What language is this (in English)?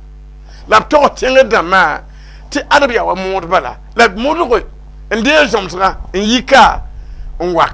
Mossi